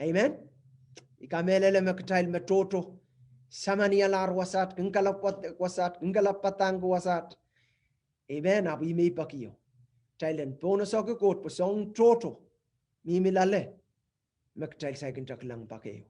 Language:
Pohnpeian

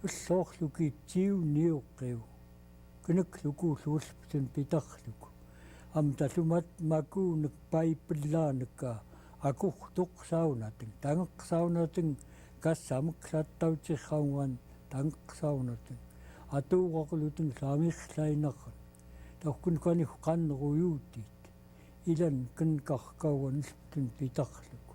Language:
Central Yupik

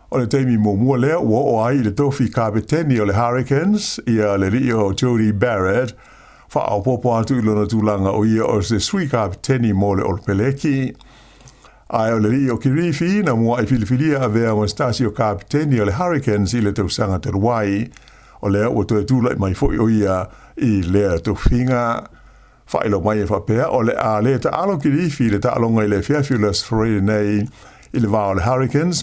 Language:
Samoan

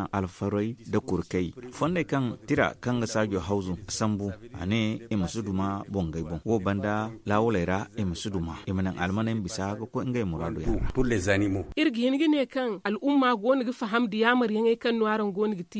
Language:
Zarma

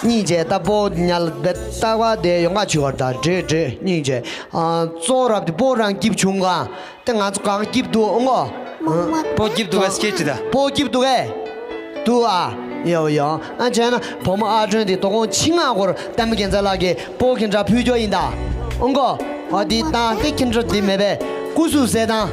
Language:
Tibetan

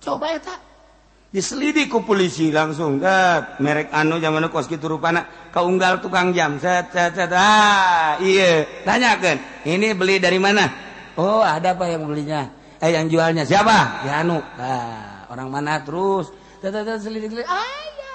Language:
Sundanese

